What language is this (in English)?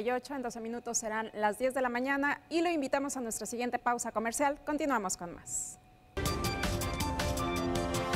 Spanish